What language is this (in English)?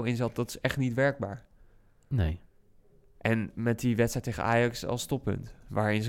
Dutch